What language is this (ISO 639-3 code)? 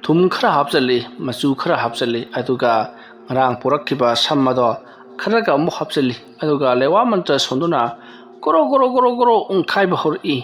mni